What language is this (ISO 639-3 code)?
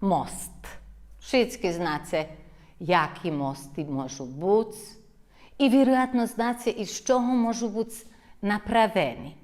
rue